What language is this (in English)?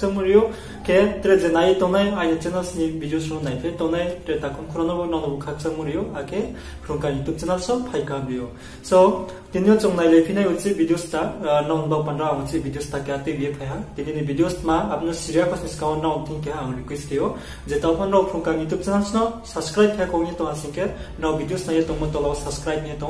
Riang (India)